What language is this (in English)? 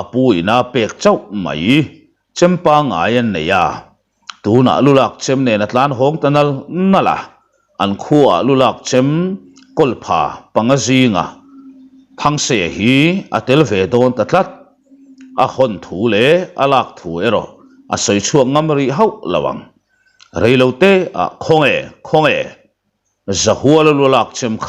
Mizo